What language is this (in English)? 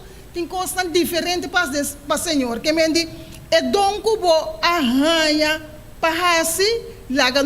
Papiamento